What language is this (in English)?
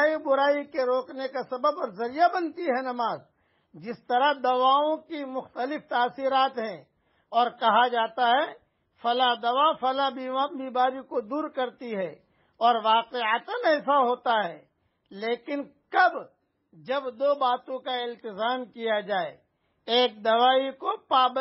Urdu